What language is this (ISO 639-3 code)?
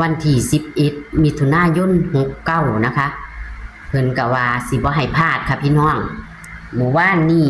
lao